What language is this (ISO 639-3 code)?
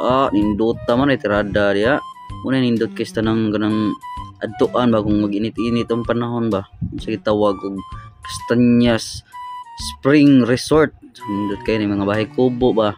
ceb